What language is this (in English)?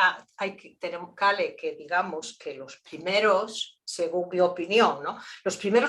Ladino